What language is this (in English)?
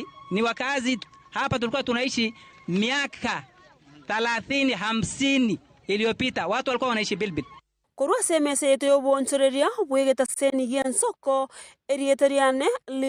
Gusii